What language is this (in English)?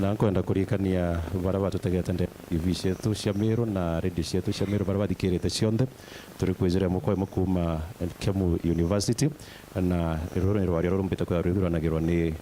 Meru